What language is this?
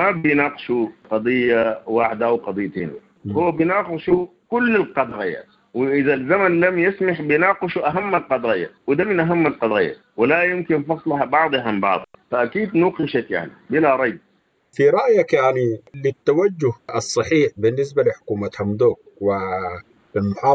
Sudanese Arabic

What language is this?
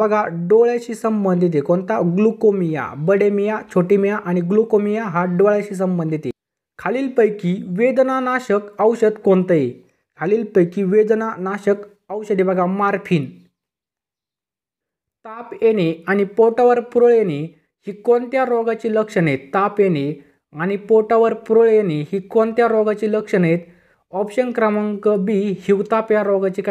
Marathi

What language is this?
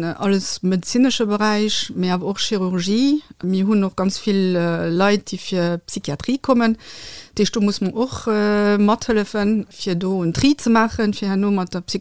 Luxembourgish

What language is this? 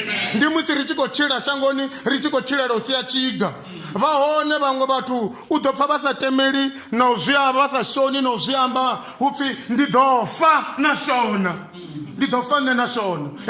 Venda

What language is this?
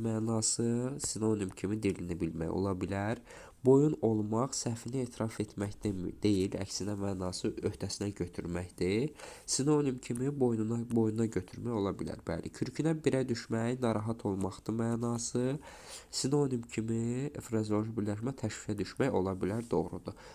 Azerbaijani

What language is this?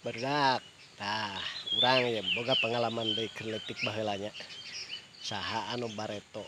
Sundanese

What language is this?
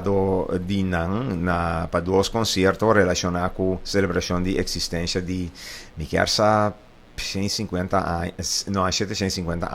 Papiamento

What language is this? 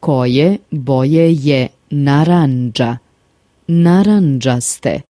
Serbian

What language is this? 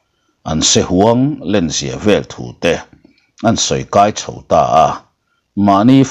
Mizo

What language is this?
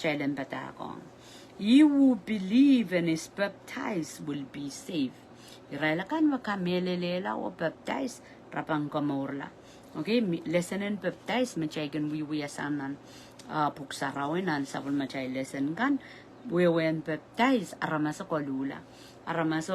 Pohnpeian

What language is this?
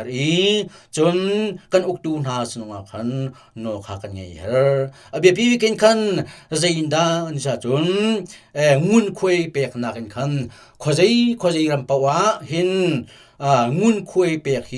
Hakha Chin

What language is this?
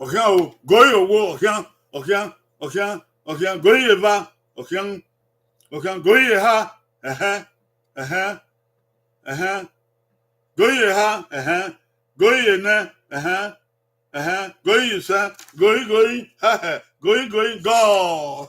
Bini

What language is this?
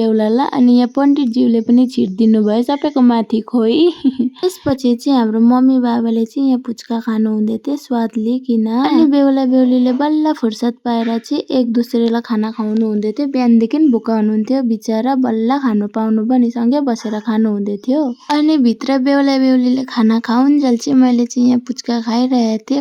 Nepali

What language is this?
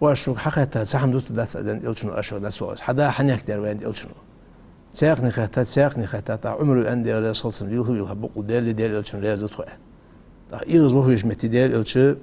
Ingush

